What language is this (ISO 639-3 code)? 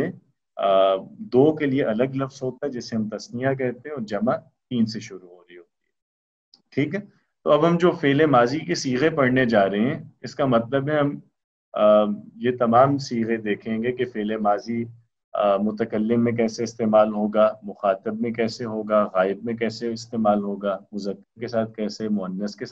urd